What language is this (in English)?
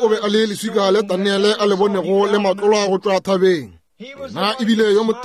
Northern Sotho